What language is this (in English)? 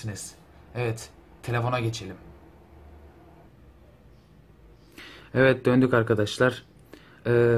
Turkish